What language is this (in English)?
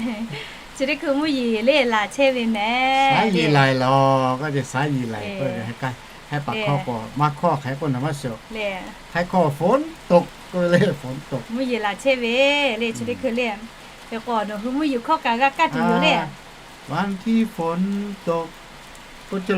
Lahu